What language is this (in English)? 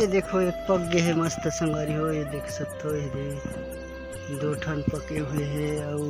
Chhattisgarhi